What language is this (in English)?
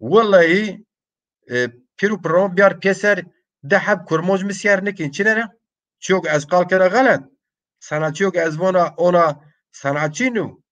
Zaza